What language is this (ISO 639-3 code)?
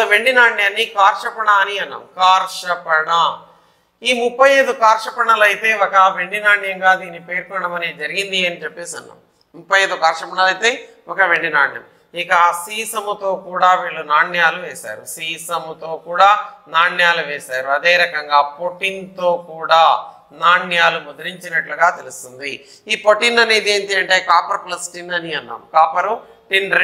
tel